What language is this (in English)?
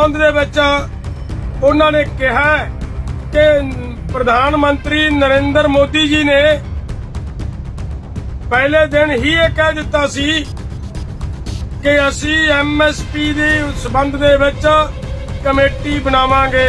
Punjabi